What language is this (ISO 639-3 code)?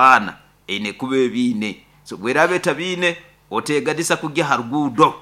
nyo